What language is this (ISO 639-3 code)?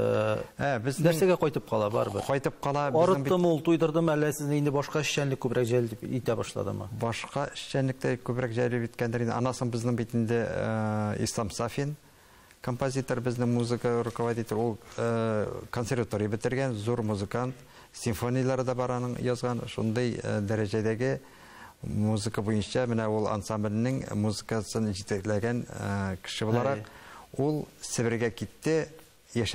tat